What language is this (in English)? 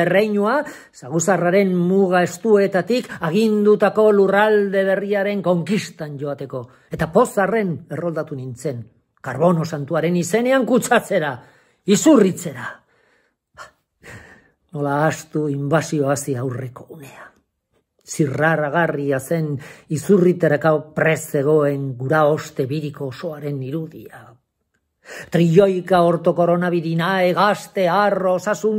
Basque